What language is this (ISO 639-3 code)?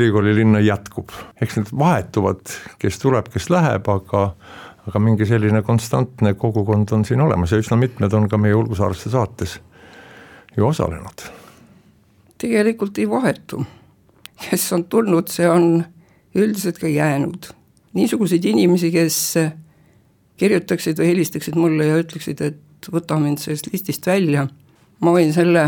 est